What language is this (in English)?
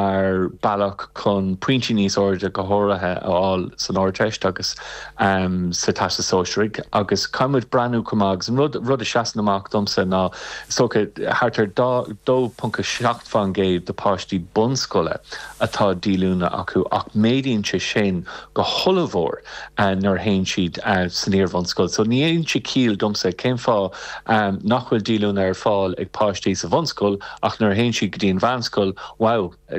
Irish